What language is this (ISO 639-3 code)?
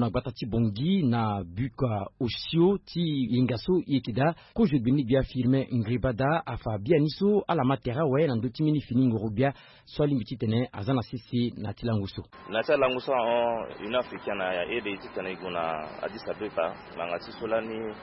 sag